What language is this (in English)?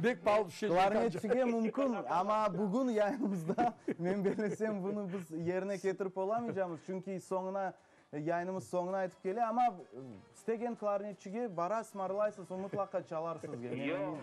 Crimean Tatar